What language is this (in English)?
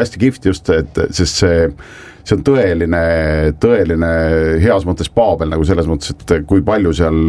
Estonian